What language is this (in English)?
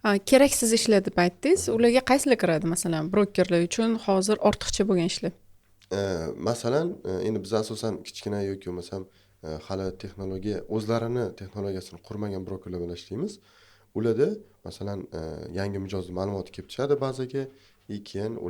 Uzbek